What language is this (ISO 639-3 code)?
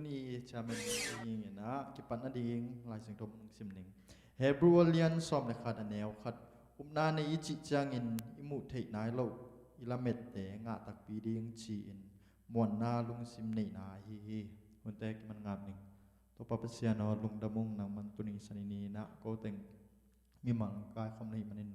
ctd